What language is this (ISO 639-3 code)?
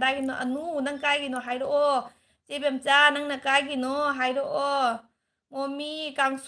mni